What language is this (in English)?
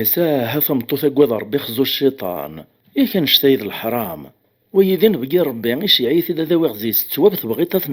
Kabyle